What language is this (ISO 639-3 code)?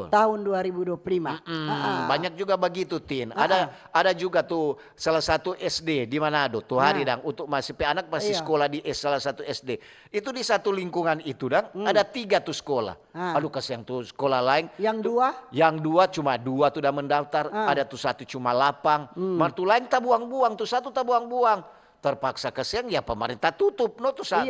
xmm